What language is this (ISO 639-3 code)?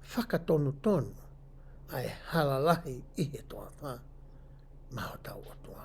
ton